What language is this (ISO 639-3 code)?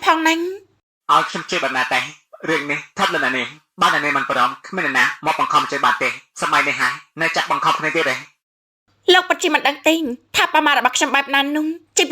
khm